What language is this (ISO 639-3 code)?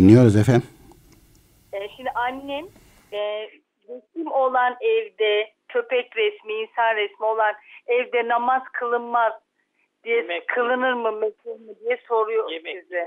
tur